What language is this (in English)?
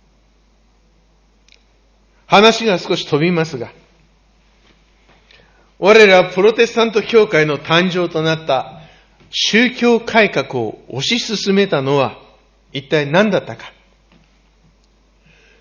Japanese